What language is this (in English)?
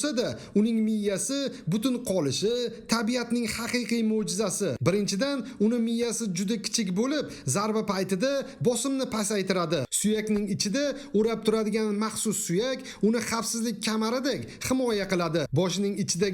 Uzbek